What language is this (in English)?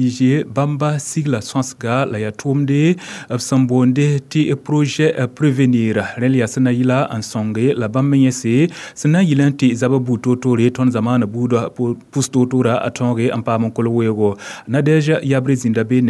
Mossi